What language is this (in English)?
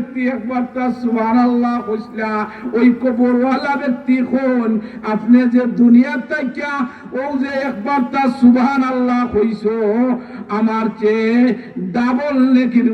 Sylheti